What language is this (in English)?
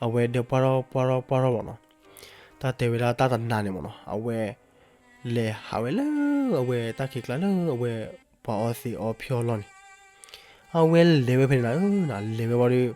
S'gaw Karen